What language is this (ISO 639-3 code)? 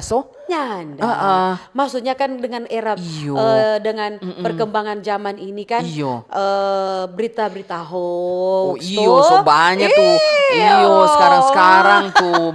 xmm